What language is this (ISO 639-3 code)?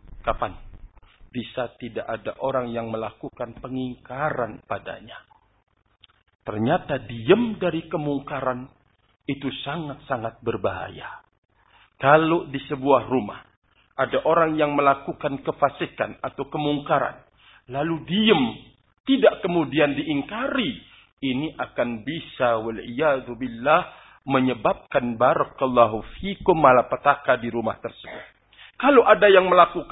ind